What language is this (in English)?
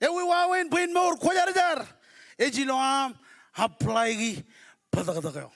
Marshallese